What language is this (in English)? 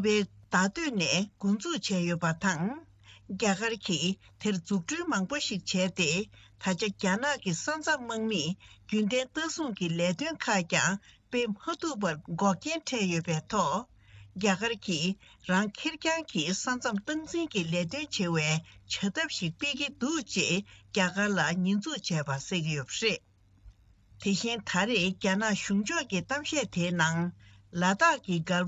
Tibetan